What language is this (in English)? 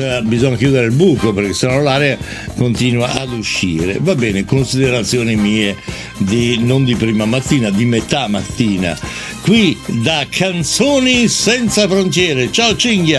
Italian